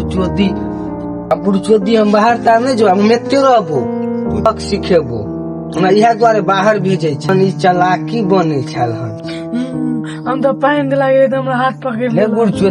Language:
Maithili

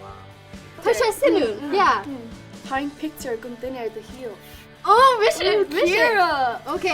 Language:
Irish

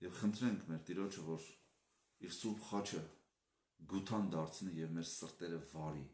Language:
Armenian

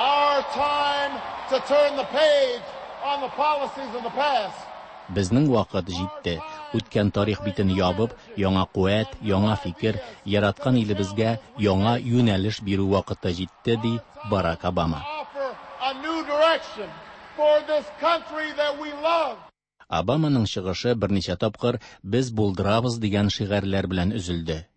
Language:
Tatar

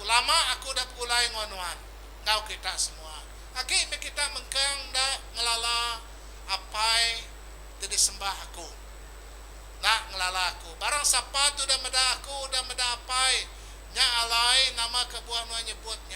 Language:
Iban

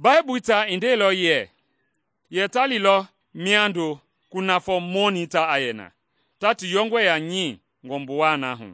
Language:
Mende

